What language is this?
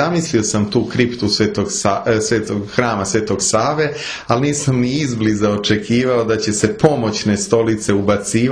Serbian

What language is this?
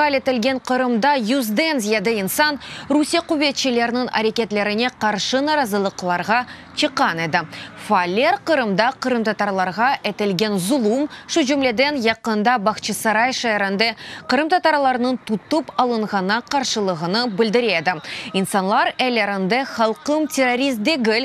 Crimean Tatar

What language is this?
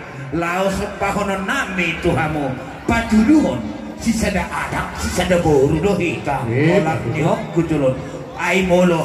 Batak Toba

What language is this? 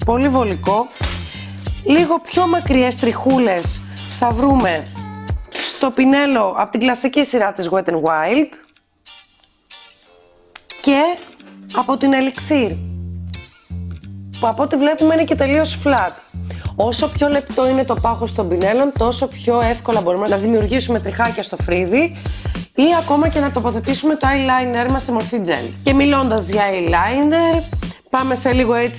Greek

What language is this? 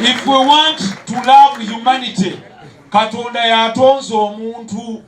Ganda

